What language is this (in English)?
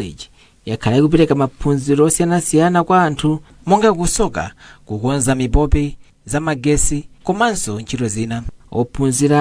Nyanja